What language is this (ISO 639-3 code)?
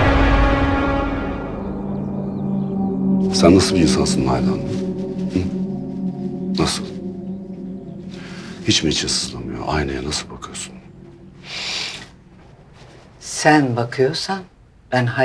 tur